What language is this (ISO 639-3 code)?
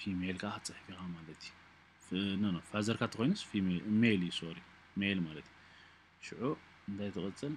tir